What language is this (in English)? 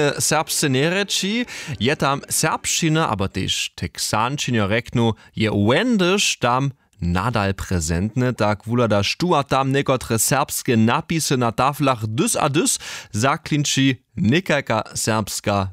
Upper Sorbian